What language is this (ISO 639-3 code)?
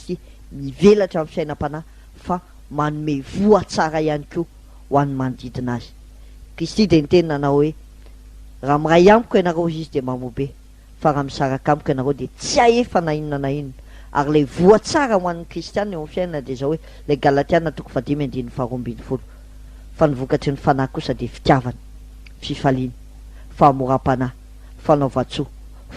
mlg